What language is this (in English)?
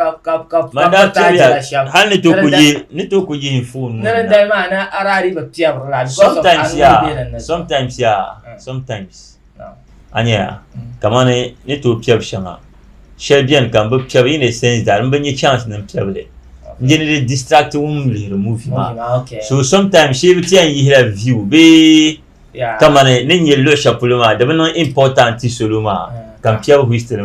Dagbani